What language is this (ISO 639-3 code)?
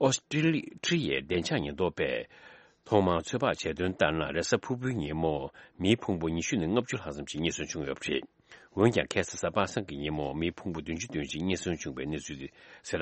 bod